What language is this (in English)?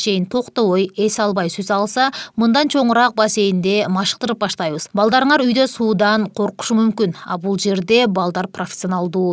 Kyrgyz